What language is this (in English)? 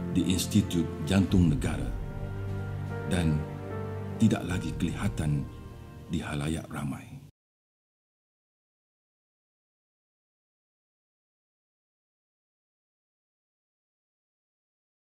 Malay